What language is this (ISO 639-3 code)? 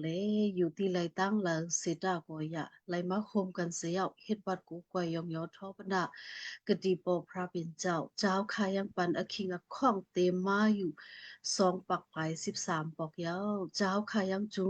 shn